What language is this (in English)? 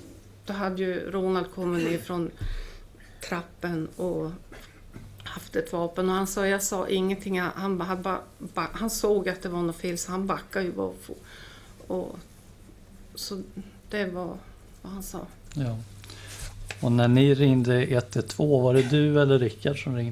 Swedish